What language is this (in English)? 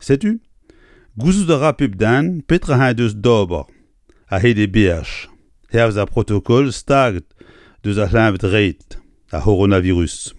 Breton